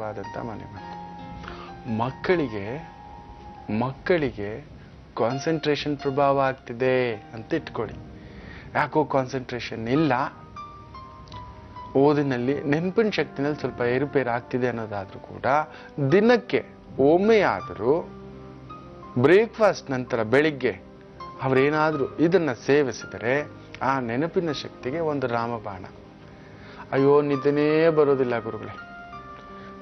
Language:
Kannada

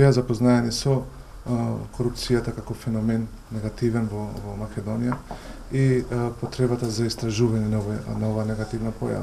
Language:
Macedonian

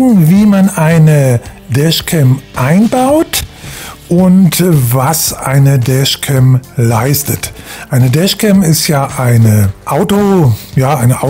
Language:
German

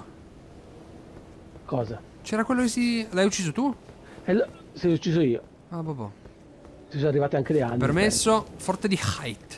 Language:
Italian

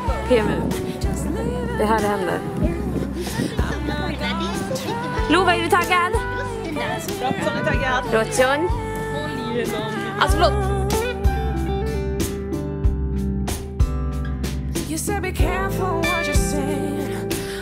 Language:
Swedish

